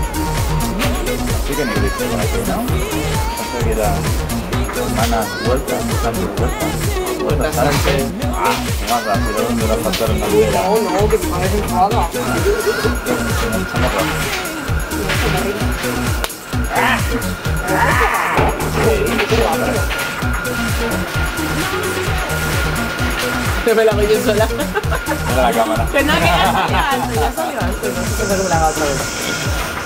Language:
Spanish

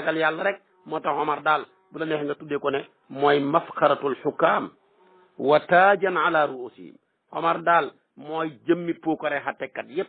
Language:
Wolof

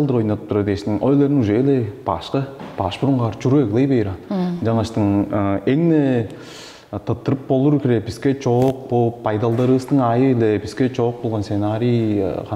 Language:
Tuvinian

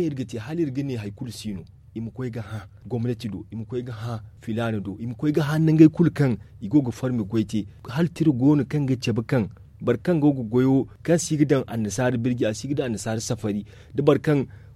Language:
Zarma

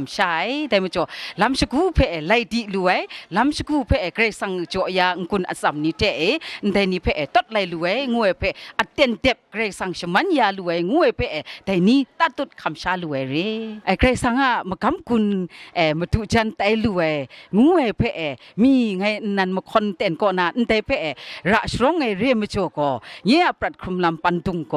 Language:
Kachin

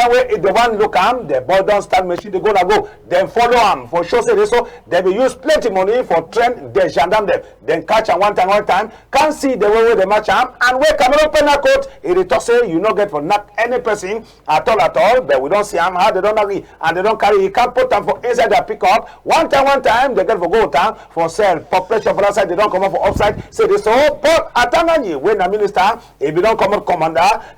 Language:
Cameroon Pidgin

